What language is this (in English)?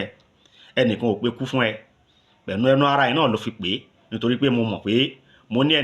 Yoruba